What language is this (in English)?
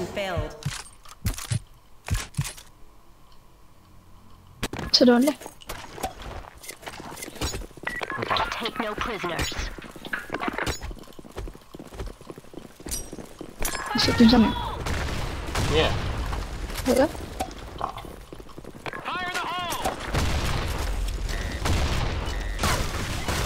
Malay